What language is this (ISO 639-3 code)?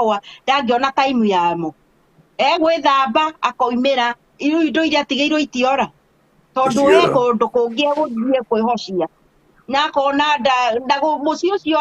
kik